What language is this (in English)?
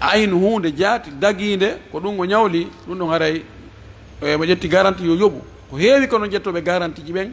Fula